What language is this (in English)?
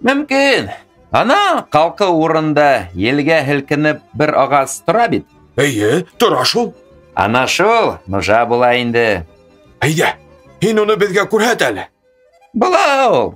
Bashkir